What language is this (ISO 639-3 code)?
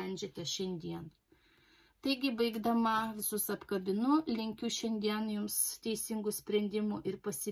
lit